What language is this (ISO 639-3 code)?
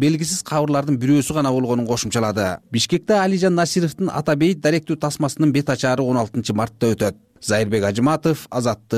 kir